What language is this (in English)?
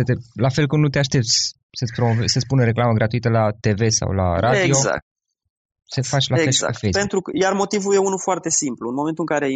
Romanian